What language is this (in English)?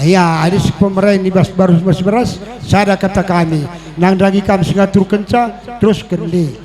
Batak Karo